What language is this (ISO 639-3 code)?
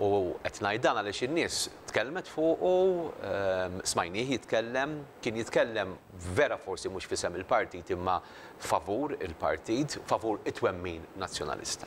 mlt